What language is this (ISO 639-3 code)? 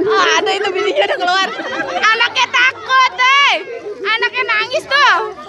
bew